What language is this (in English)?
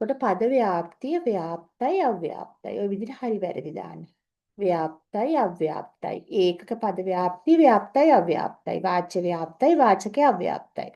Sinhala